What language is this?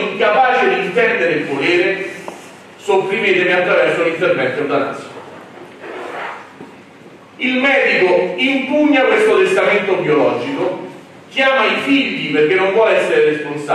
Italian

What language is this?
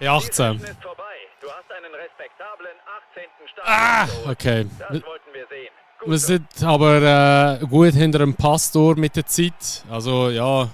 Swiss German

